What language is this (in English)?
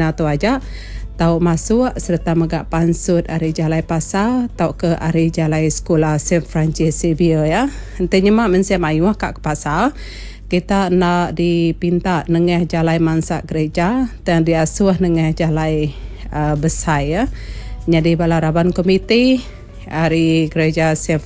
Iban